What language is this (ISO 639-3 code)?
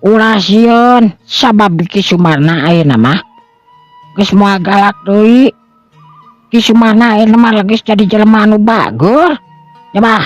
sun